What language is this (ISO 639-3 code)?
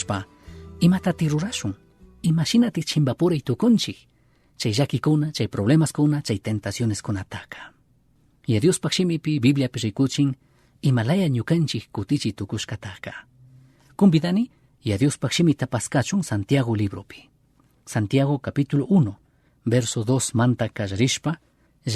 qug